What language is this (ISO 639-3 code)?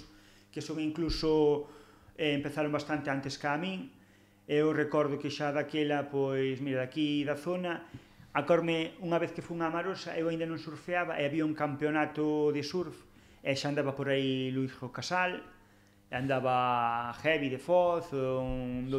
glg